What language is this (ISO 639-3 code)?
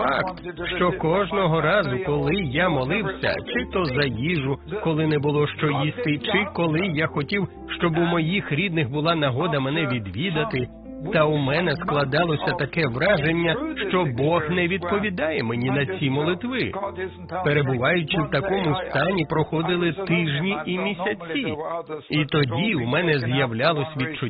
ukr